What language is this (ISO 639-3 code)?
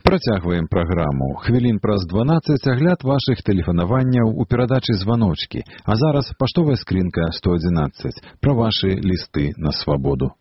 bel